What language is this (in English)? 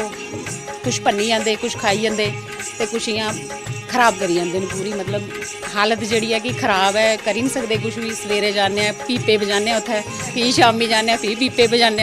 Dogri